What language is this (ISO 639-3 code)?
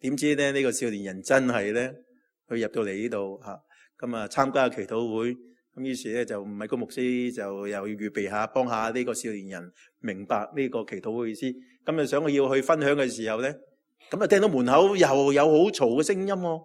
yue